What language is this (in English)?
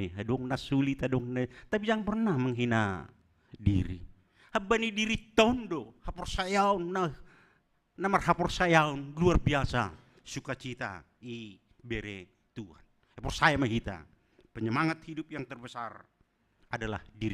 Batak Simalungun